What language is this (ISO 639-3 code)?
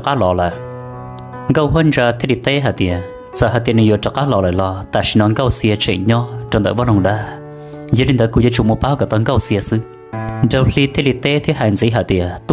hmn